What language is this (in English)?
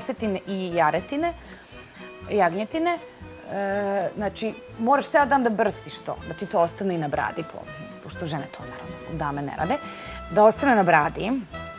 Serbian